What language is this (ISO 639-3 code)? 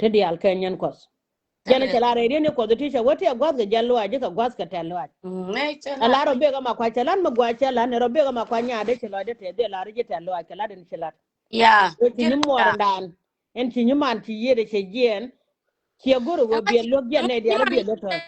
nus